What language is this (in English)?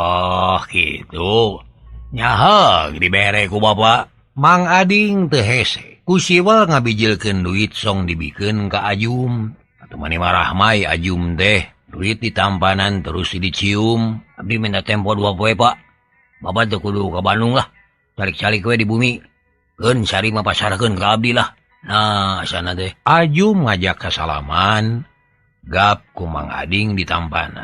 Sundanese